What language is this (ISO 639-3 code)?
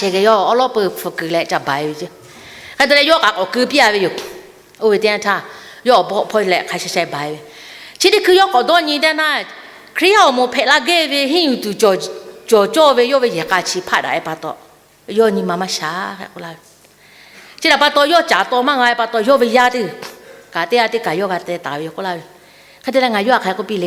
lhu